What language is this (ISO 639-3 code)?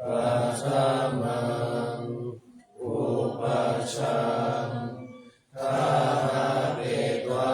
pli